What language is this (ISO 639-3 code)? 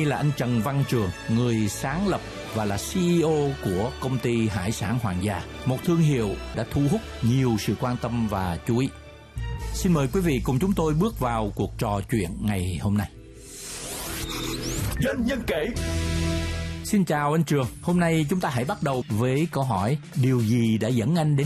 vie